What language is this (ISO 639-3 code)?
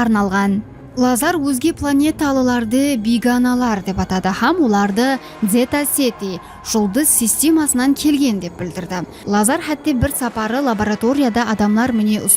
kaa